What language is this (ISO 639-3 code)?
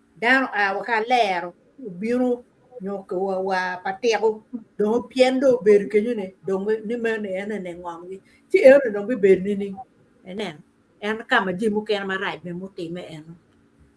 ach